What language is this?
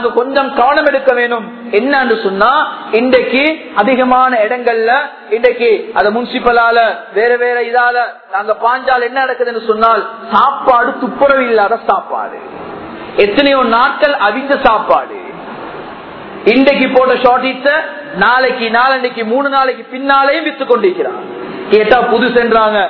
Tamil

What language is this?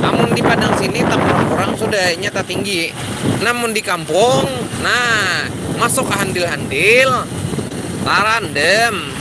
Banjar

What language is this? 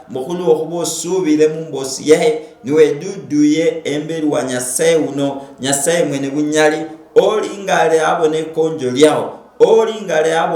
Luyia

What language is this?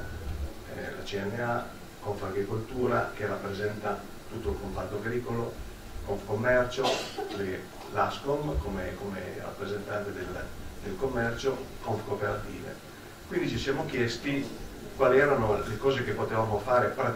Italian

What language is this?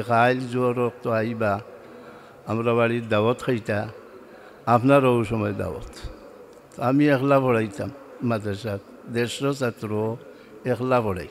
Sylheti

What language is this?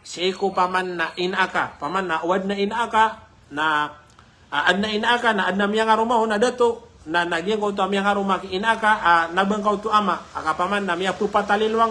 Maranao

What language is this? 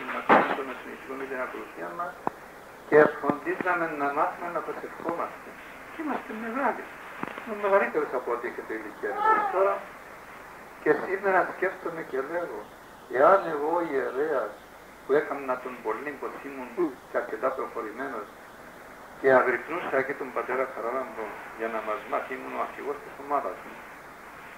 Greek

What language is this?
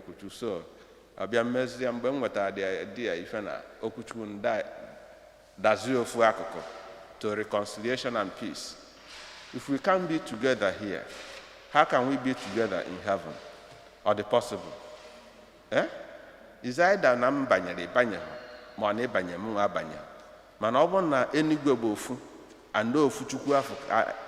Igbo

